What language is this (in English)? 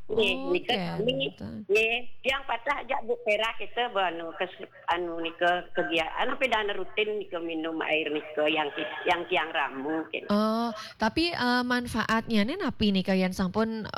Balinese